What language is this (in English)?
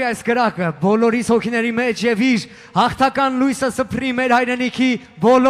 Armenian